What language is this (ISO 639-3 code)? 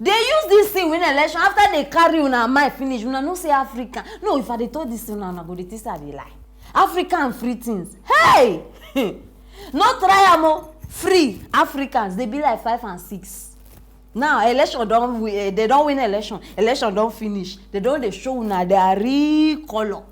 pcm